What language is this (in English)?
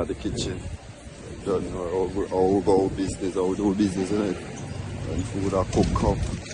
Jamaican Creole English